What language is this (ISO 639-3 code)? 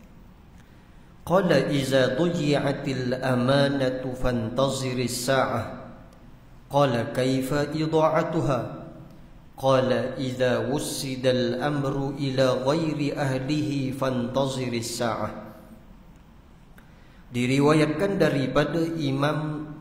msa